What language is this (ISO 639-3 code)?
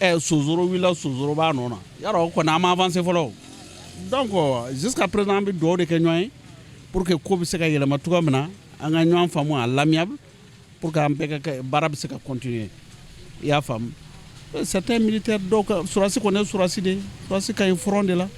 bam